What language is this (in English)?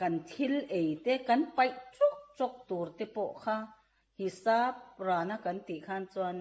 Mizo